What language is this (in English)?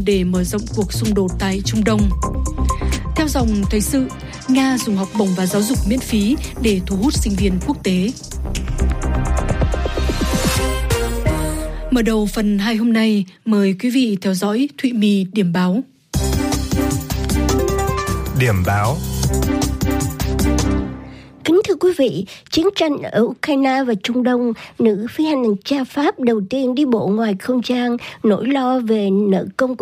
Vietnamese